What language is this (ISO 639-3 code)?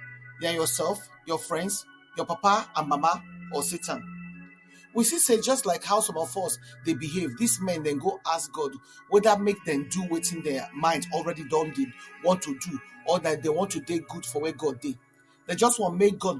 pcm